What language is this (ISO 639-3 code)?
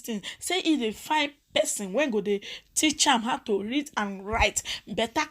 pcm